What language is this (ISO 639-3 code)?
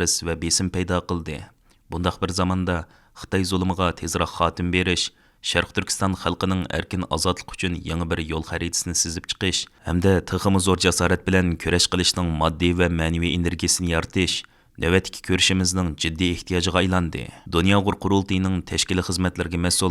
uig